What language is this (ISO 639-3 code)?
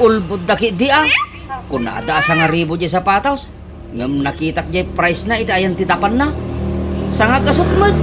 ilo